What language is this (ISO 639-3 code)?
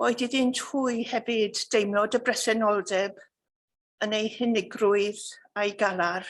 cym